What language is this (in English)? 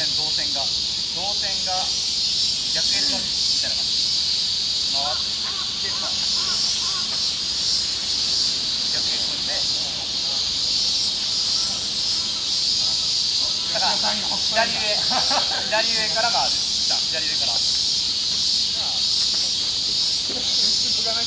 Japanese